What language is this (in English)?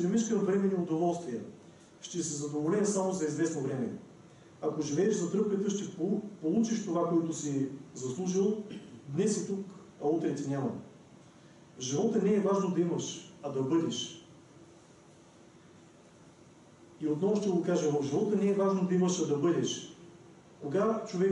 Bulgarian